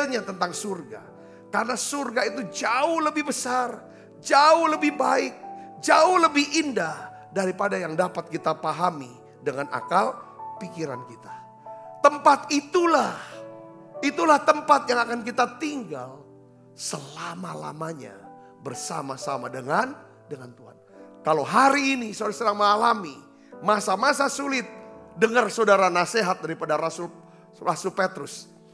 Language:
Indonesian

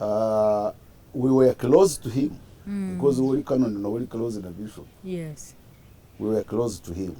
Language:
Nyankole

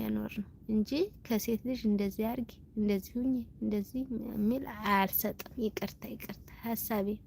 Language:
Amharic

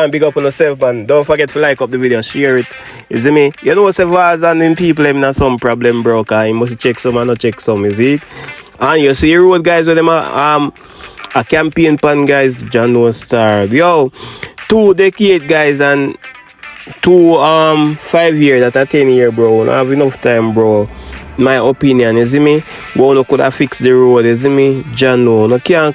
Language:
Jamaican Creole English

